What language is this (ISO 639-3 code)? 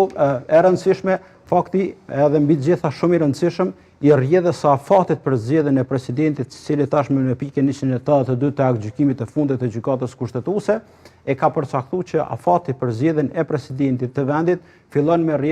sqi